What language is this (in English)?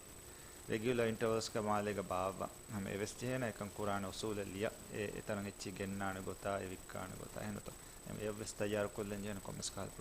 Divehi